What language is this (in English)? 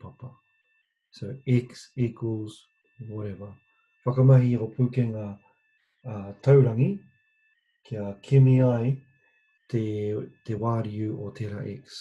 Māori